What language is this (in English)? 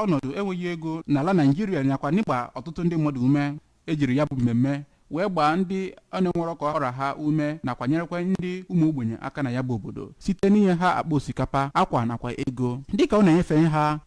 Igbo